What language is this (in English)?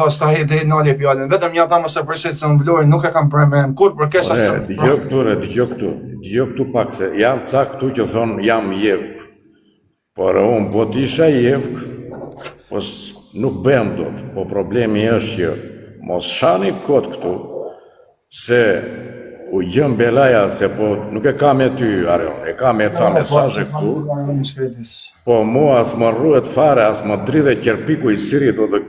Albanian